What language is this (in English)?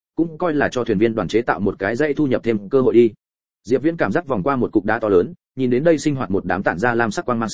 Vietnamese